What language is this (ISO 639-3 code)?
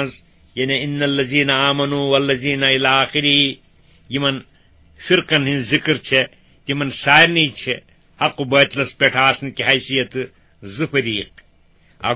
kas